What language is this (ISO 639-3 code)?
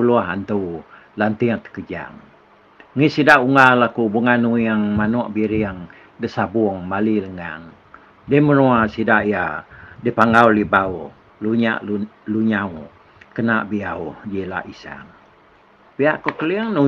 iba